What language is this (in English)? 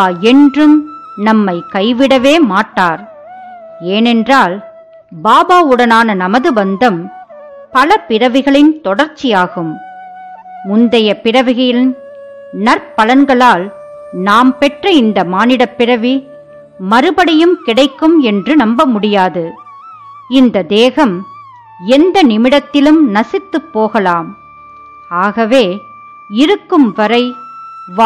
Tamil